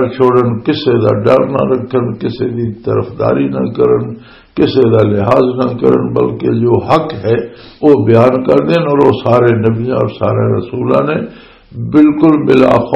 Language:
Western Panjabi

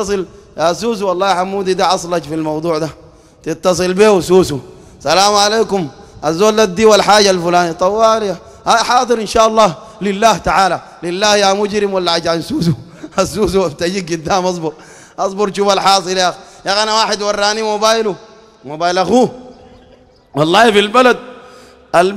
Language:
Sudanese Arabic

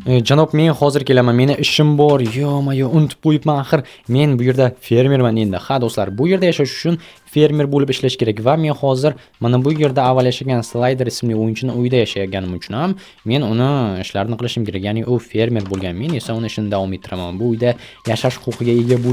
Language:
Uzbek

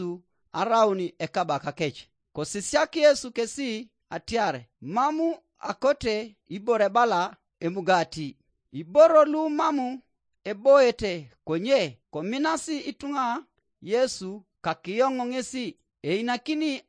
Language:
Teso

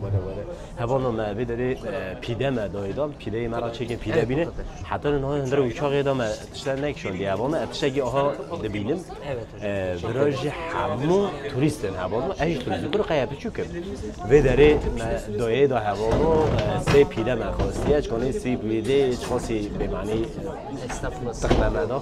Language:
Kurdish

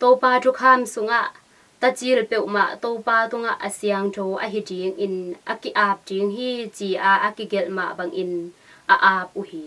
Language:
Tedim Chin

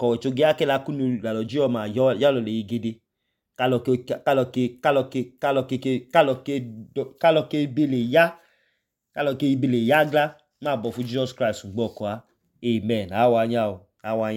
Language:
Idoma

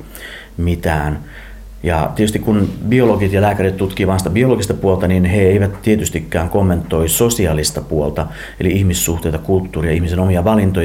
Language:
Finnish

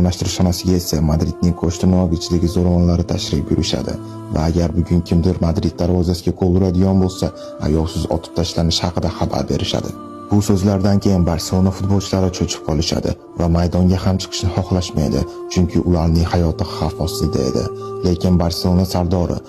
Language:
Uzbek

